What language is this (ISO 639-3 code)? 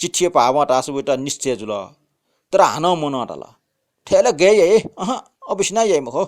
new